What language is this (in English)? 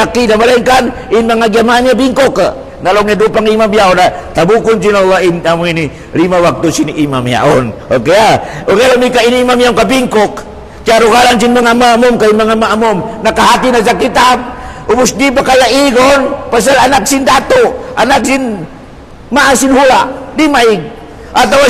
Tausug